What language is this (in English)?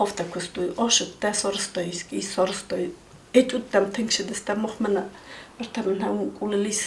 Ossetic